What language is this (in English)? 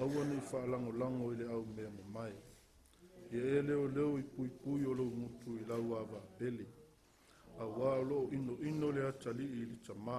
Samoan